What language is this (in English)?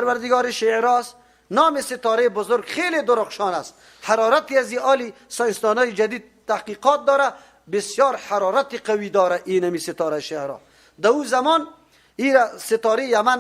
Persian